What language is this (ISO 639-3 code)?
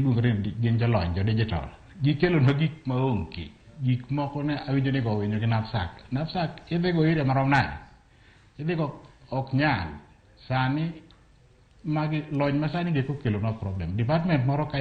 luo